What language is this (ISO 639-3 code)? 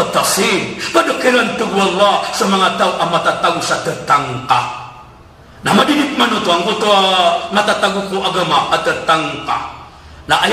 mrw